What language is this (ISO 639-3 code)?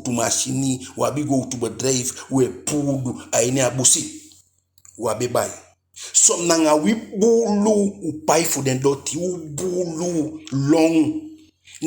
djk